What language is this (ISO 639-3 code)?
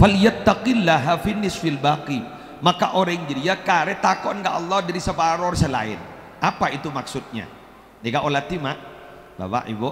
mad